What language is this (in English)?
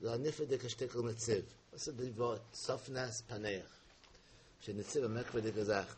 Yiddish